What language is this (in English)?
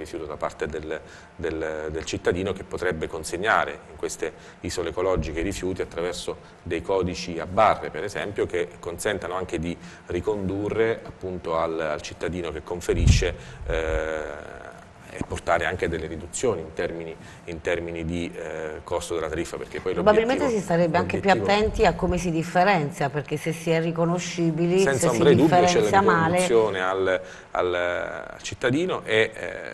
Italian